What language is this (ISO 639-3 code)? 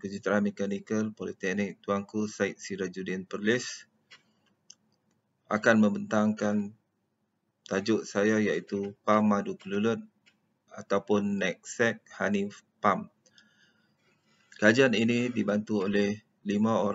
msa